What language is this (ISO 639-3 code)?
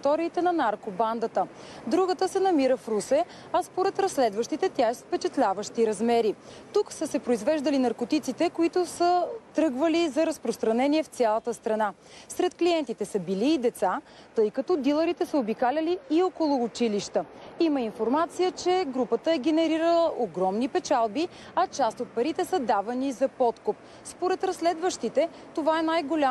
bul